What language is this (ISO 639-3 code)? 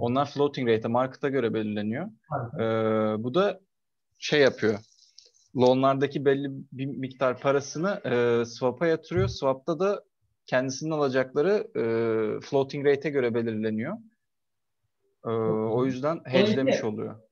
tur